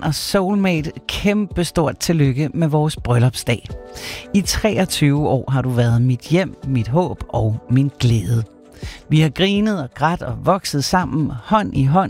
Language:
Danish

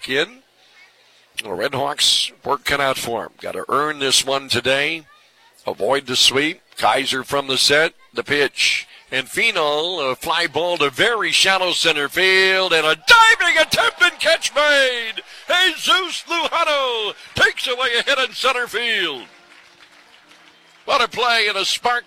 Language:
English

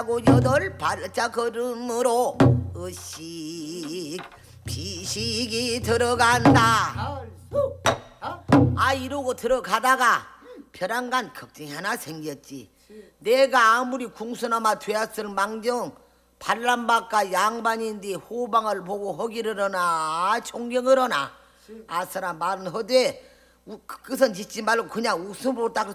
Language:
Korean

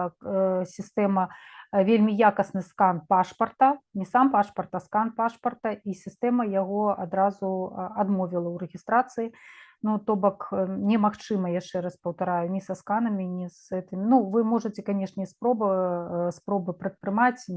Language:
Belarusian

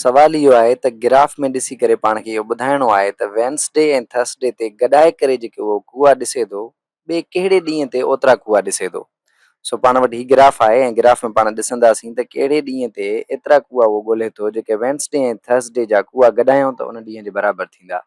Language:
Sindhi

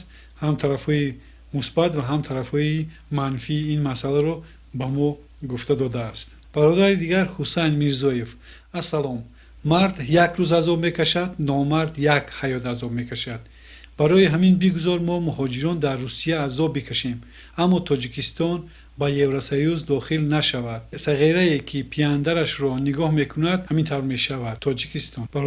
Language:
Tajik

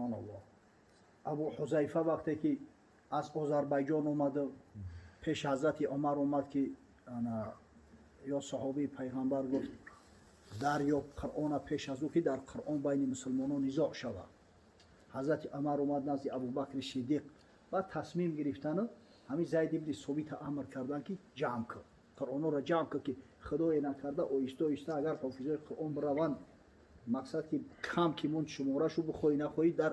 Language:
Tajik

